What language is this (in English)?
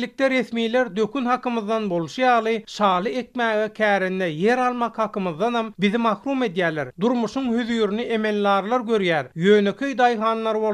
Turkmen